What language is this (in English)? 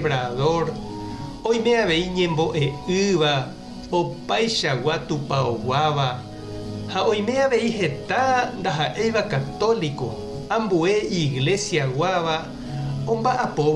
Guarani